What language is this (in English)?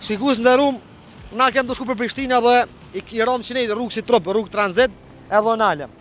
Albanian